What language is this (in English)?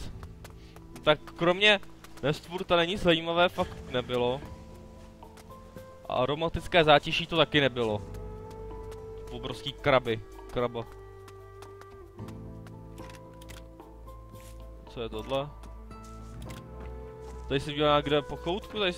Czech